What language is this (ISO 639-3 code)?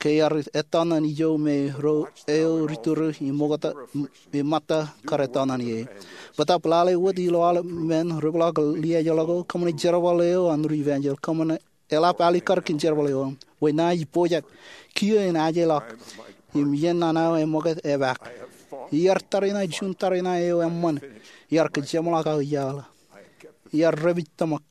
mah